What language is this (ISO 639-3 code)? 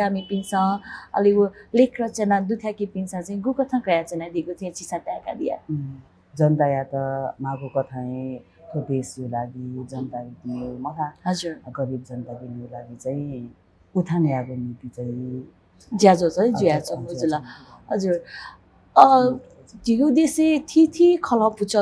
new